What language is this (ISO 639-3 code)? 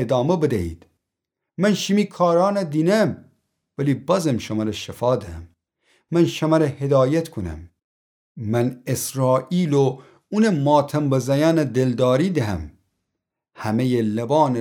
glk